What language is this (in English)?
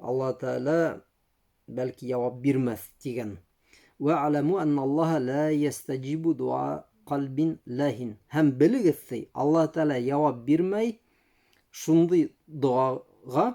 Bashkir